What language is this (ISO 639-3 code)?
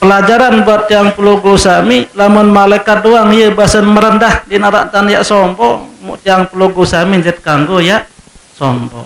sas